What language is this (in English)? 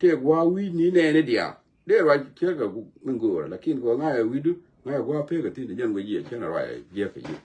Nuer